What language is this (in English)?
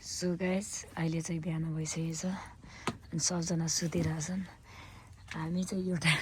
Nepali